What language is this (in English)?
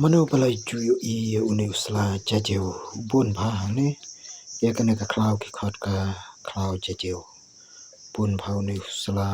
Khasi